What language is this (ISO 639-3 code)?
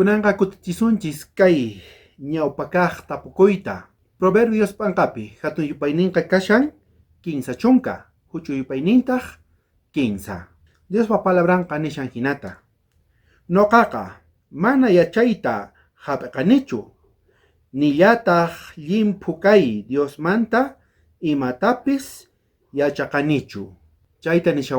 quh